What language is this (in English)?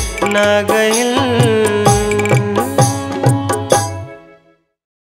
Bhojpuri